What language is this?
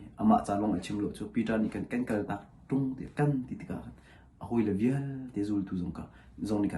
Hakha Chin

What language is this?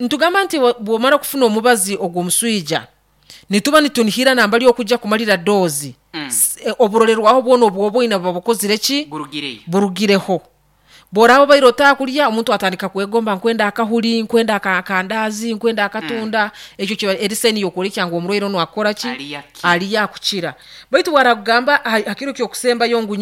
Nyankole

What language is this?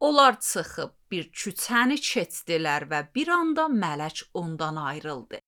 Azerbaijani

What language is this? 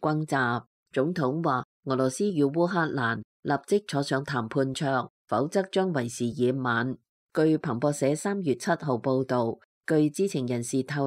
Cantonese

